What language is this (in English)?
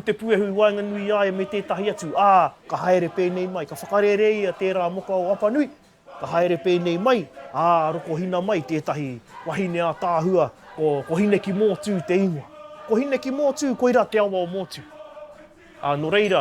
Māori